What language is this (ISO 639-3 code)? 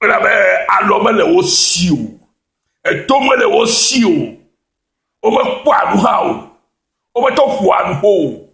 ewe